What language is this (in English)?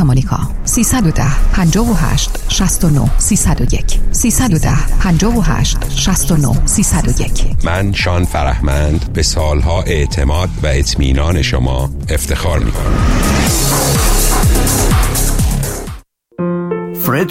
Persian